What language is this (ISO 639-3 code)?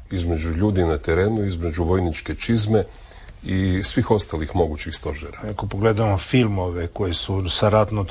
hrv